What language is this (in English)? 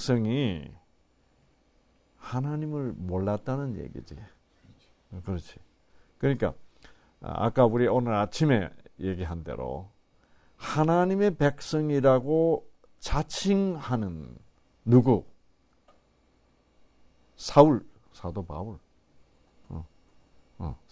Korean